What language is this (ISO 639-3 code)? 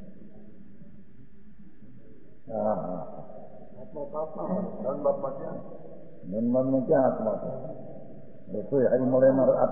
guj